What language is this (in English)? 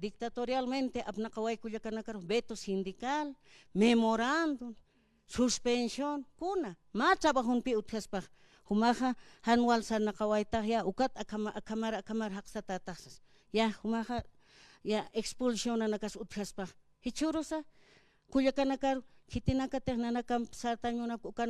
Aymara